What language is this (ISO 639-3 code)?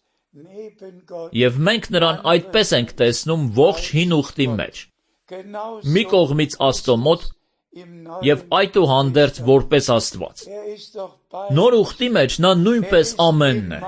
hye